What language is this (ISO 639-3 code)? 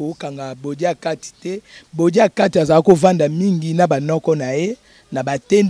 lin